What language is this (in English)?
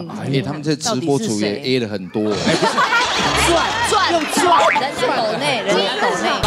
Chinese